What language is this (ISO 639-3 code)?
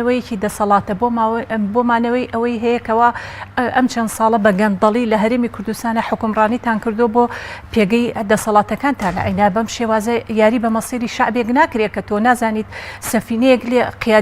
ckb